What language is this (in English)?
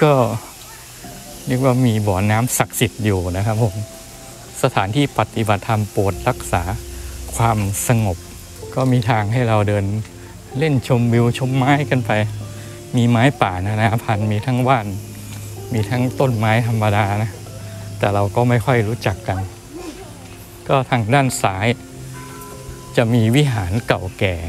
Thai